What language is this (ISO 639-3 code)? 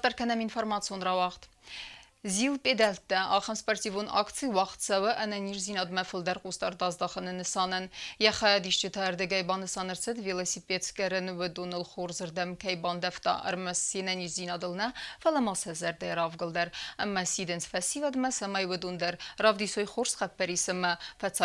oss